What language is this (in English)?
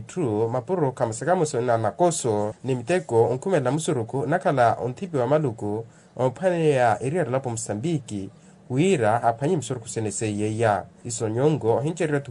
Makhuwa